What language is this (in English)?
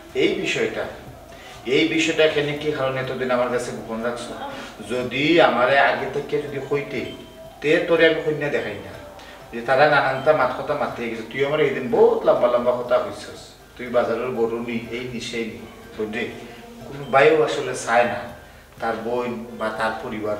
Sylheti